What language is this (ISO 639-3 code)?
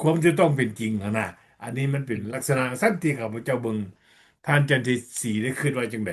lao